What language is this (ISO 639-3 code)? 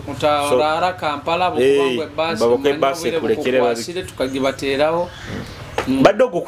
nyo